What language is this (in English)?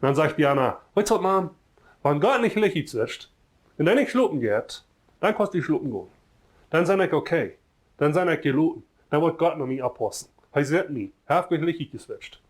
Plautdietsch